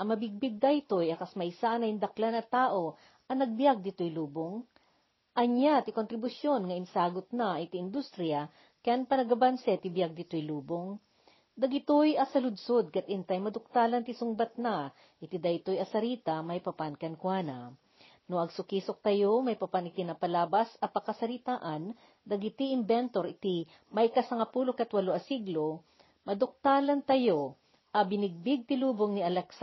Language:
Iloko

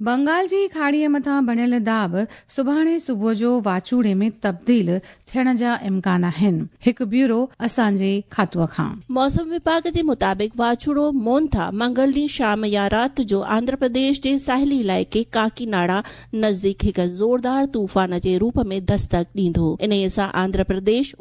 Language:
Sindhi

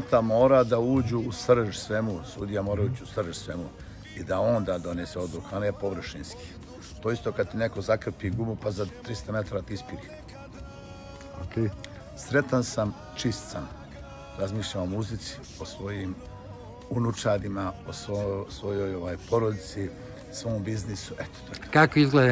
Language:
Serbian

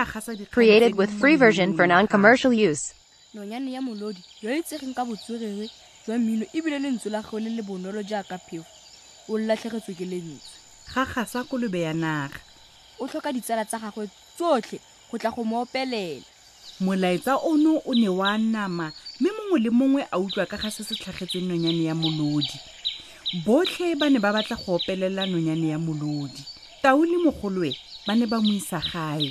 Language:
Tswana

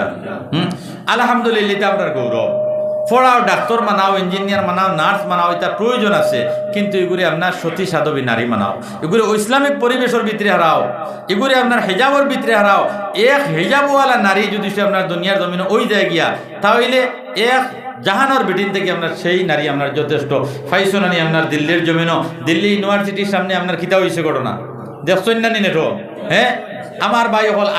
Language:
Sylheti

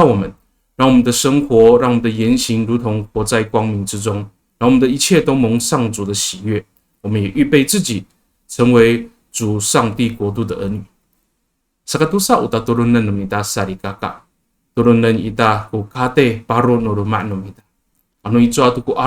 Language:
Amis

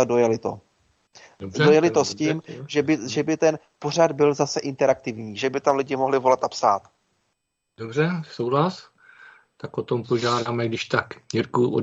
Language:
Czech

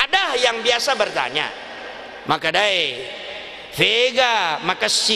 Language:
Buginese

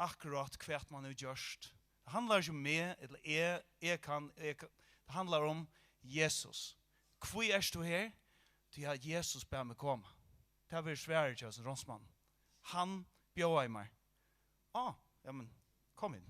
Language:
Faroese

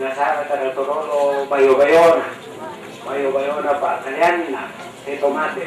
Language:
Toraja-Sa'dan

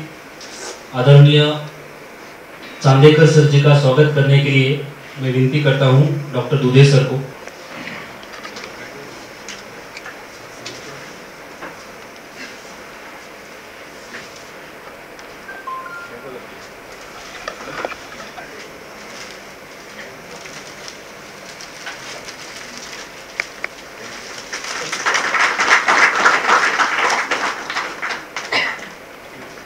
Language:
Marathi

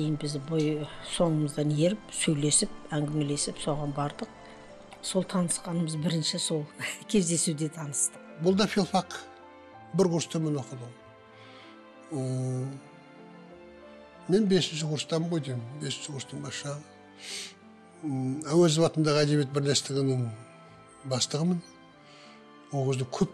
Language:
Kazakh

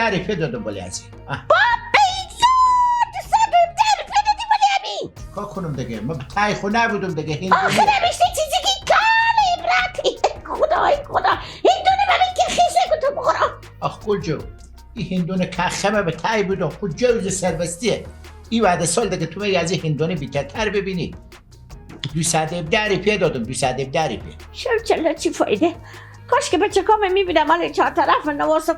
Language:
Persian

